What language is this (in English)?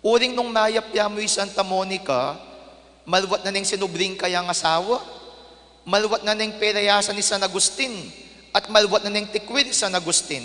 Pampanga